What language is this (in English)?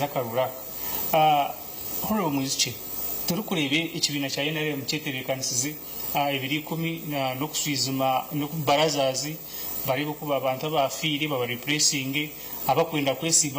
Nyankole